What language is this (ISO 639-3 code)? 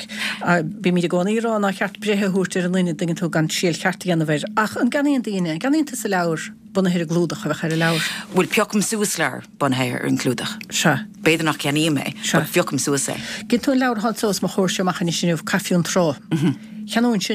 gle